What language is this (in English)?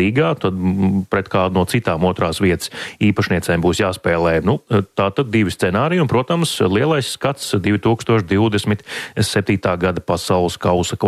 Latvian